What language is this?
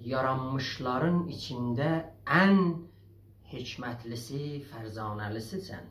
South Azerbaijani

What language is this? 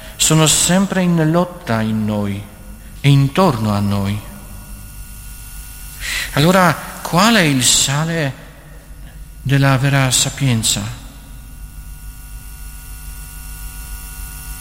Italian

